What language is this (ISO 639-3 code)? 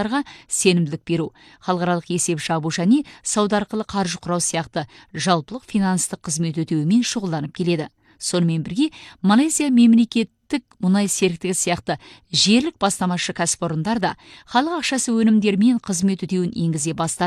kaz